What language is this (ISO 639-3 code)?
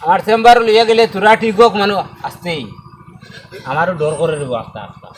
syl